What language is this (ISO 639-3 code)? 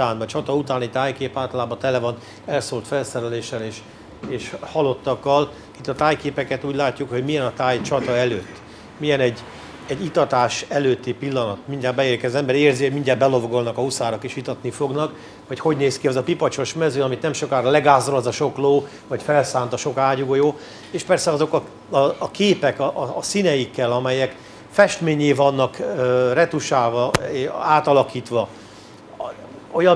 hun